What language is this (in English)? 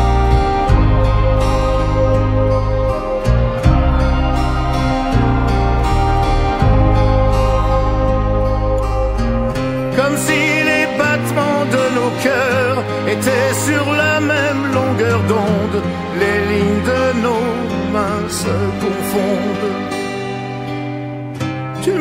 French